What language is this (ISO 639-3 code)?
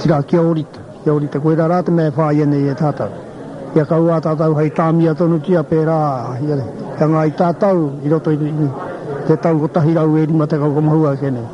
mri